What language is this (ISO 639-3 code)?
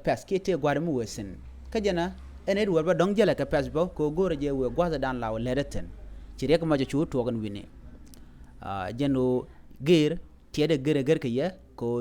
nus